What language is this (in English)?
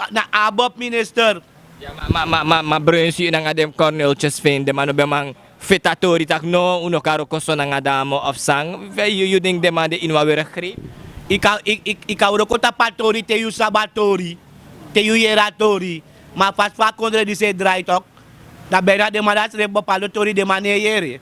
Sranan Tongo